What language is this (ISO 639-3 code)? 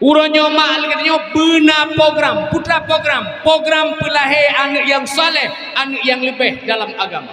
ace